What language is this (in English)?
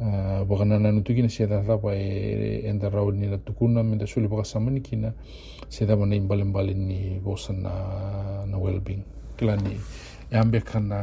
Fijian